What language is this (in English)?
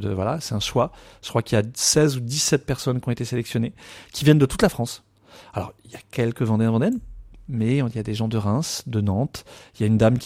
French